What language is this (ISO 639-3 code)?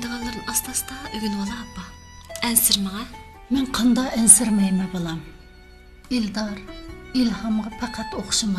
uig